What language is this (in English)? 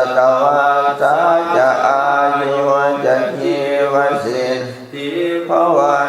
Pali